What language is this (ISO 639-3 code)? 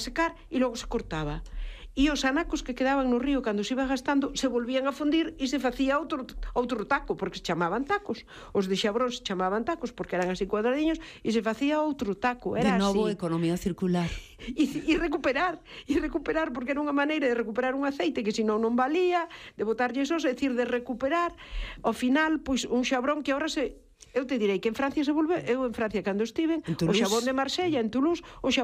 glg